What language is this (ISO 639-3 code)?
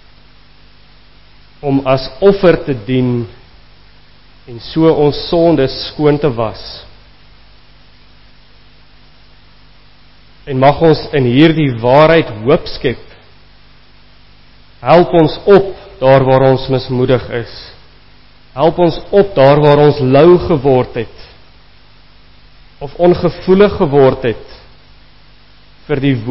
afr